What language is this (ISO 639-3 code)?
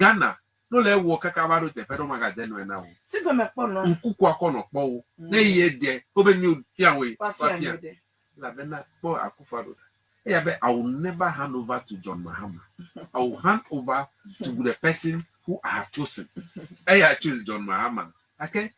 ewe